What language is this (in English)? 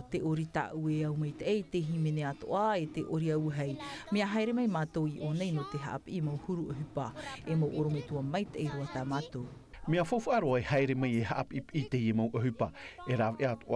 Tahitian